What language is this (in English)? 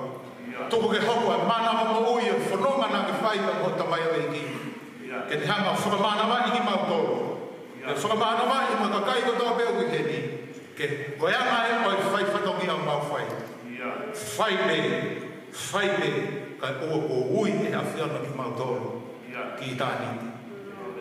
Tongan